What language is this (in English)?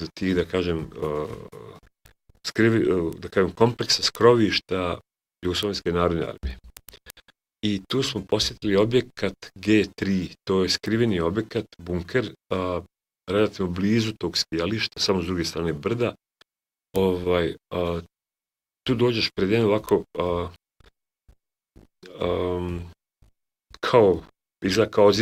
Bosnian